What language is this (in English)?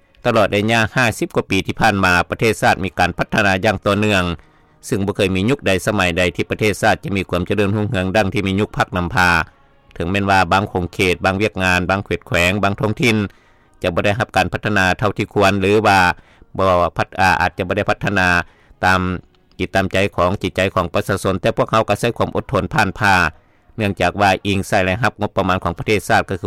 Lao